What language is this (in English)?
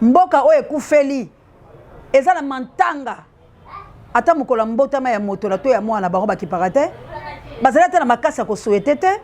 Lingala